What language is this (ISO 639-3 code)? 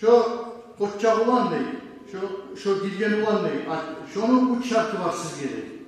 kum